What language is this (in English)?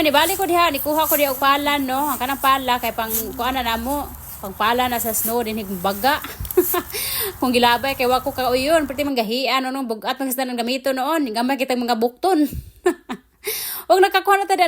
Cebuano